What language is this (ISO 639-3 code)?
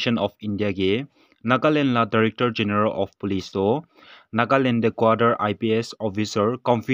nag